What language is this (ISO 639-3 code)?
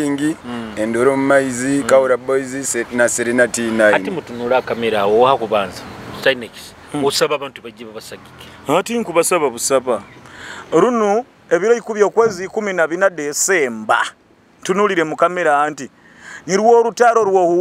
nyo